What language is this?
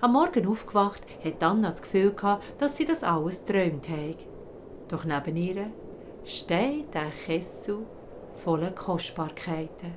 Swiss German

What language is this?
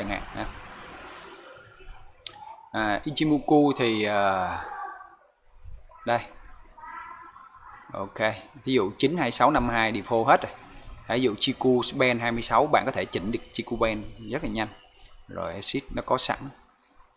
Vietnamese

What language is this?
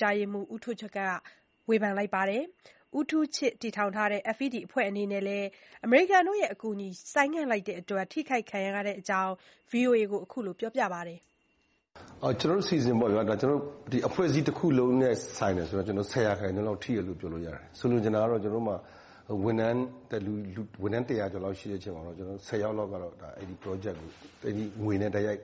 Burmese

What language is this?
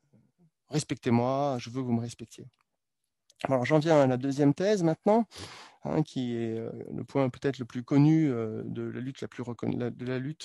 French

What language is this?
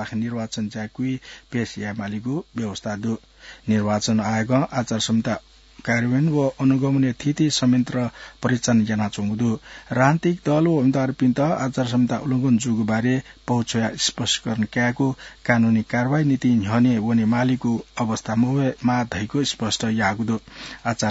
Newari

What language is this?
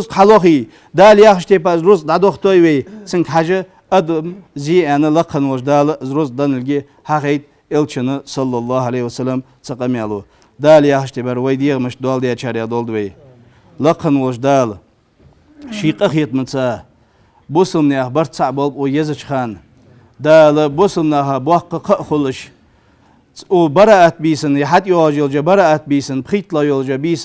Ingush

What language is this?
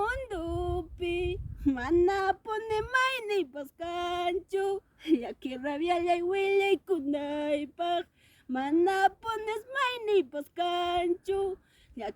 Ayacucho Quechua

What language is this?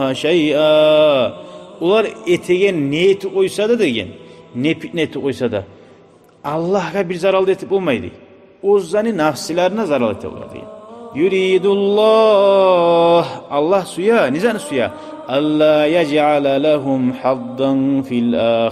Kumyk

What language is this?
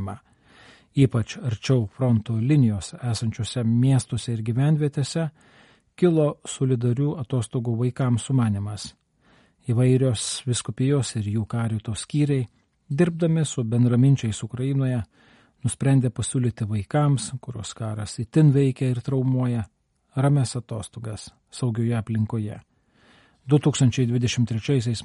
Lithuanian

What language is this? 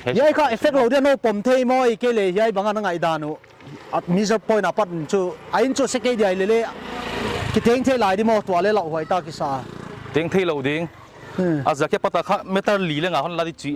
Paite Chin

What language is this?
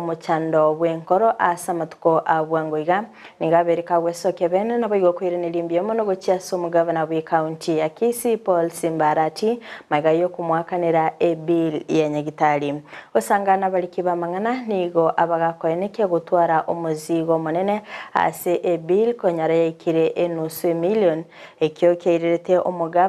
Gusii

